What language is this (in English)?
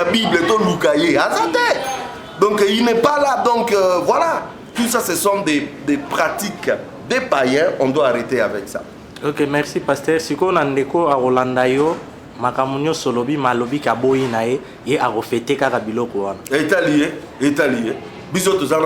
Lingala